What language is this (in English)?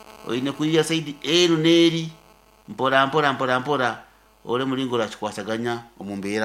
Nyankole